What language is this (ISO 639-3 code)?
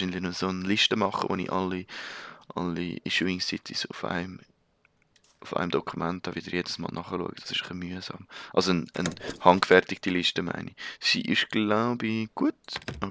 gsw